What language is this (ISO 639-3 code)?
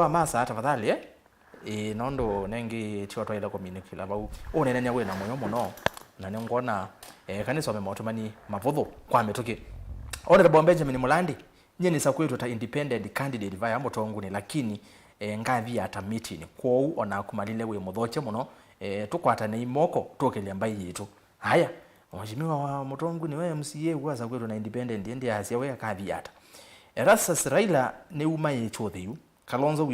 kam